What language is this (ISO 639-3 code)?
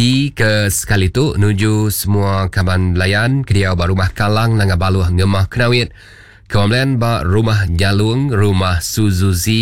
iba